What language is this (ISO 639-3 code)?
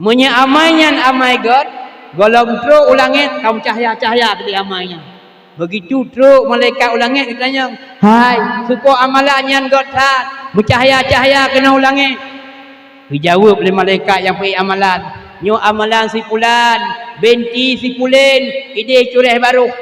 ace